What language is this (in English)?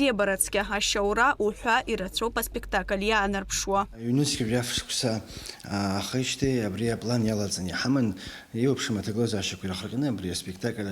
Abkhazian